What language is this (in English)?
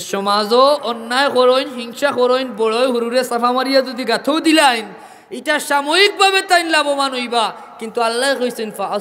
Sylheti